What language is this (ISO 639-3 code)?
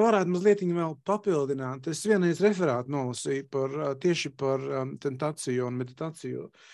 lav